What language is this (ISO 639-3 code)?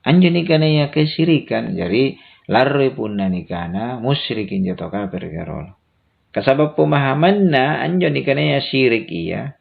mak